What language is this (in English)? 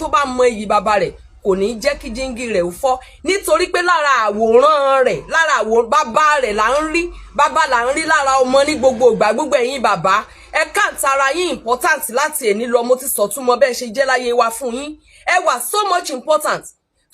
Yoruba